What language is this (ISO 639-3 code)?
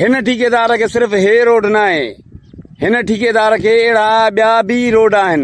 snd